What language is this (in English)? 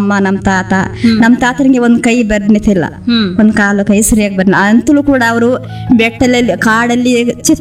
Kannada